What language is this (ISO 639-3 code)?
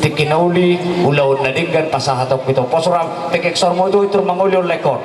bbc